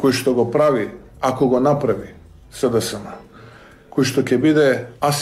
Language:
Macedonian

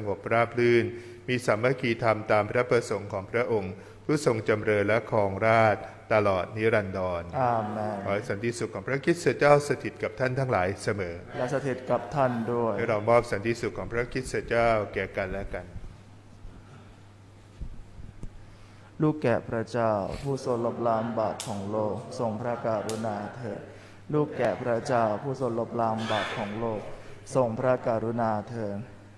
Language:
Thai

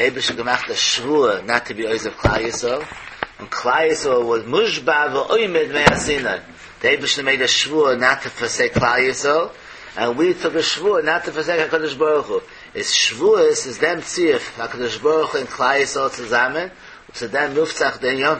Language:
Yiddish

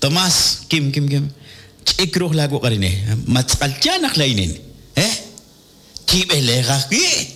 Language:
Kekchí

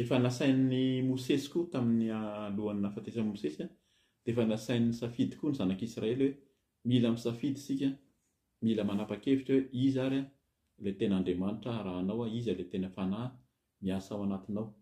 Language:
Malagasy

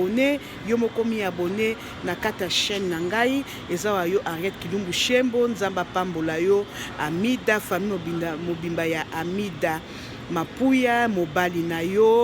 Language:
Lingala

